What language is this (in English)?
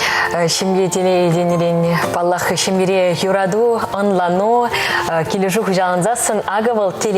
Chuvash